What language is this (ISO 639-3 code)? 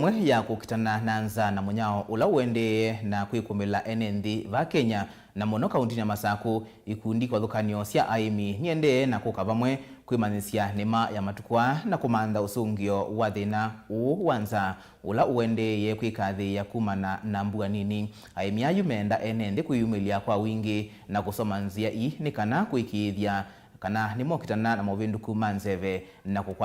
kam